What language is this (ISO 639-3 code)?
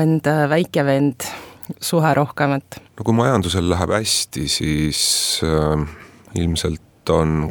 est